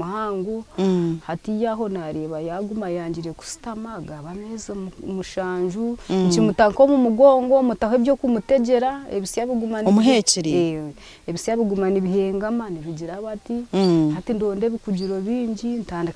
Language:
Nyankole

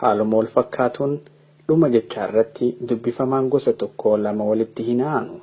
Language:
Oromo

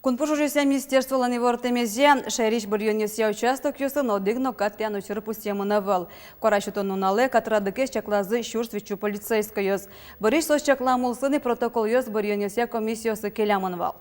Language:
Udmurt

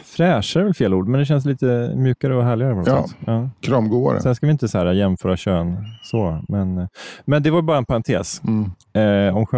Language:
Swedish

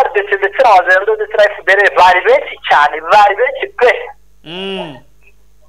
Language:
Kinyarwanda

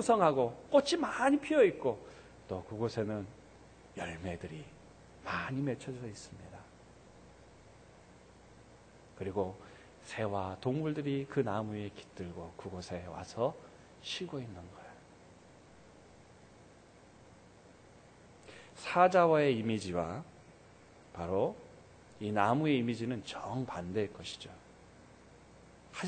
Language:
Korean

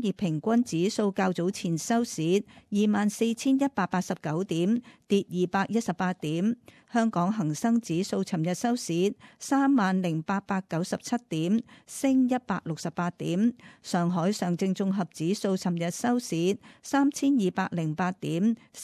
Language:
Cantonese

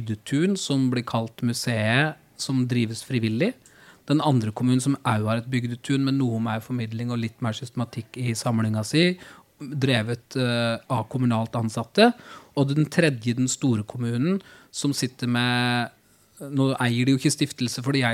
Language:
Norwegian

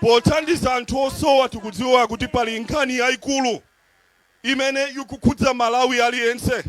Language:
Nyanja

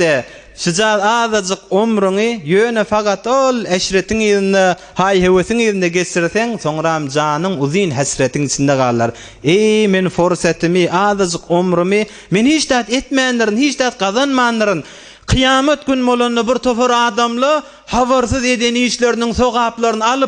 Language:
Turkmen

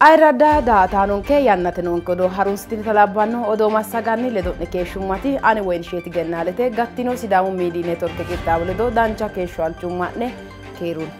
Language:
Sidamo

